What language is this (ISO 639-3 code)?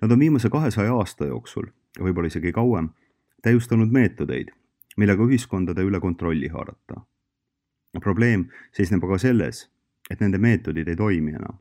est